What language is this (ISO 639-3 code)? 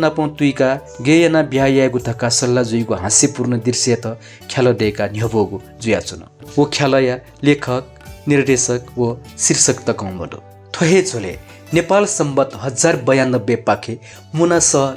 new